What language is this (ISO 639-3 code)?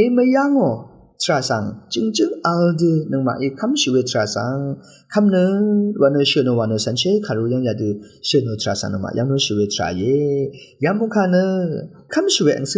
raw